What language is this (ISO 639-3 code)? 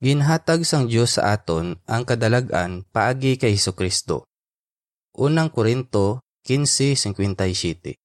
hil